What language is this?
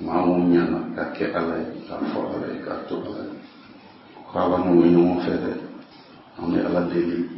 Bambara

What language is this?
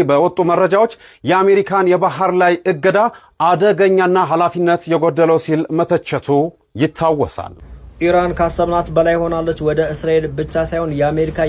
Amharic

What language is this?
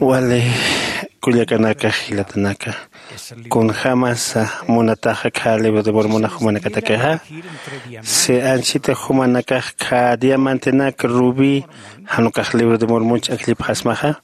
Aymara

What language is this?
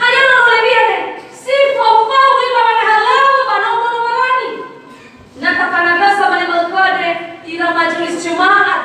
Nias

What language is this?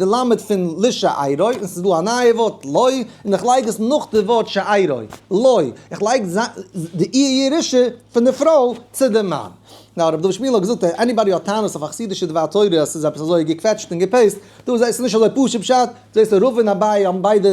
Yiddish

